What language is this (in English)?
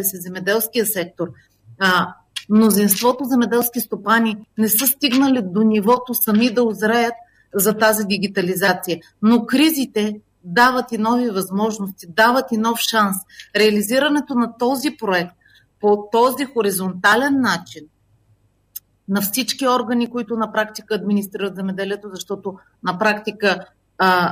Bulgarian